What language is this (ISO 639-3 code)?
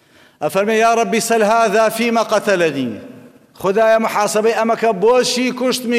ckb